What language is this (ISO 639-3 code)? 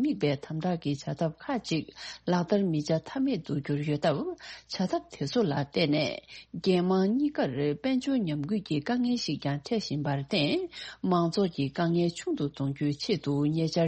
bod